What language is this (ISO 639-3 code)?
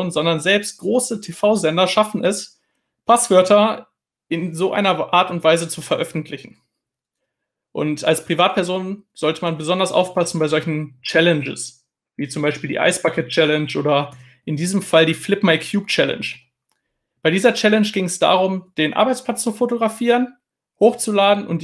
deu